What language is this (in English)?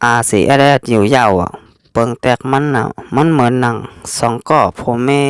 Shan